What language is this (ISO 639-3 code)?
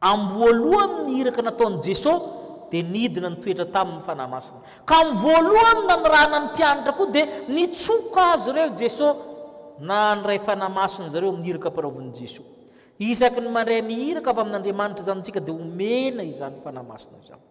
mlg